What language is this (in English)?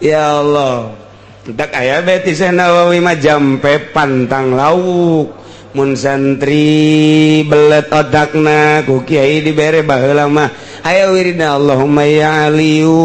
Sundanese